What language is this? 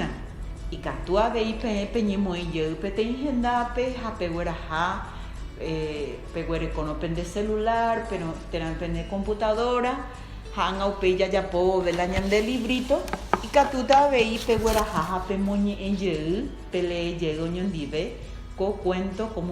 Guarani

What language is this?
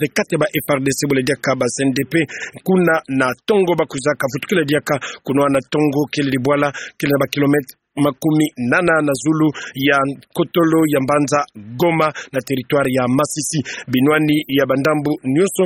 Kituba (Democratic Republic of Congo)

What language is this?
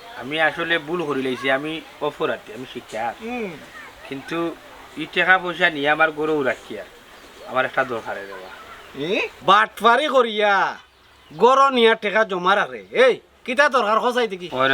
Sylheti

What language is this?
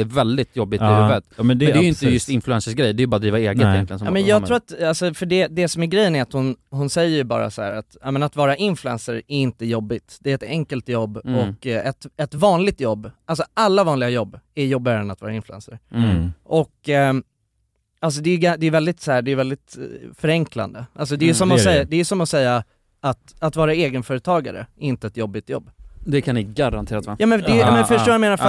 Swedish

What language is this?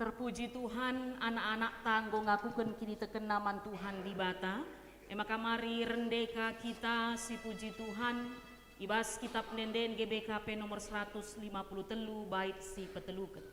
Batak Karo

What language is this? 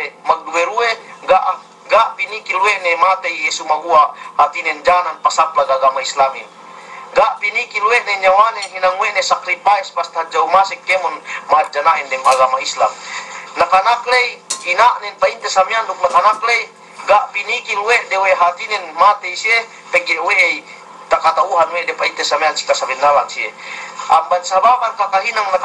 Yakan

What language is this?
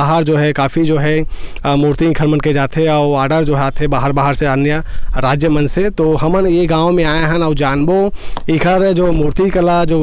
Chhattisgarhi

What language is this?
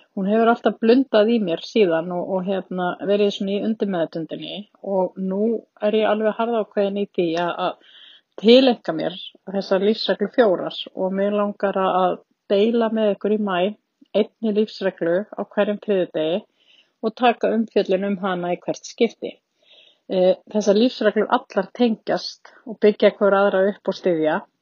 Icelandic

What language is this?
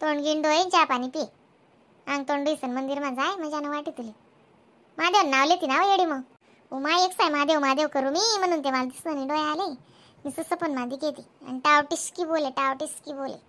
Khandesi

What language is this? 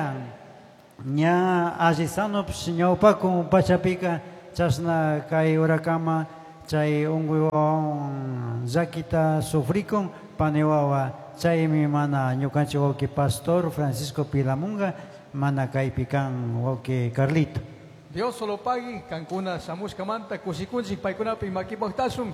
Chimborazo Highland Quichua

